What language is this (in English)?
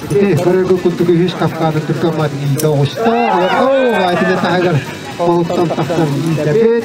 Yakut